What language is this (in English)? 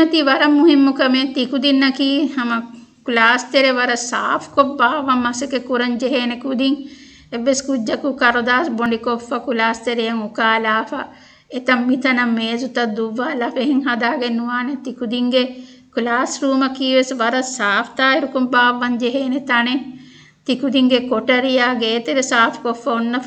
Divehi